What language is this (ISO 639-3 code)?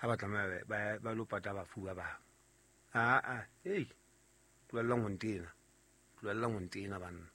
sot